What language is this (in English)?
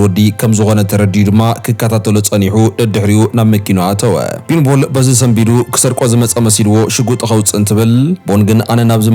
Tigrinya